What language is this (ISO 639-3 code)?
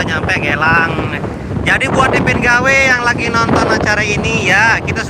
sas